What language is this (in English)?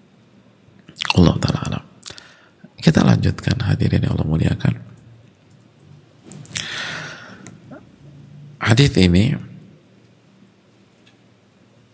Indonesian